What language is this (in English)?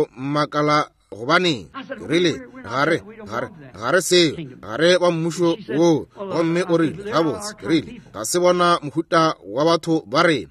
Northern Sotho